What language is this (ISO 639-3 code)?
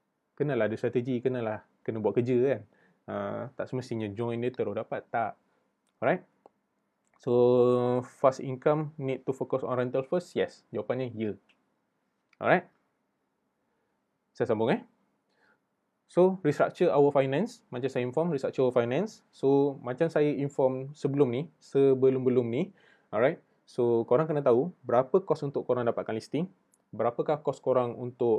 msa